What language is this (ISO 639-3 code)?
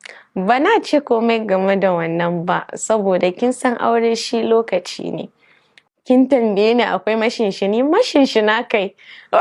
hau